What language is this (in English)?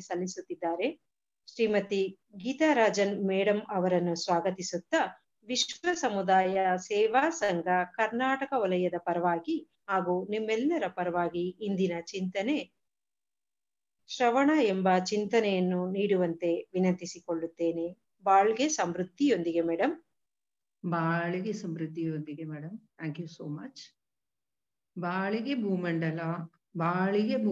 Kannada